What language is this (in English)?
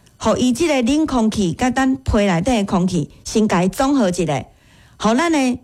Min Nan Chinese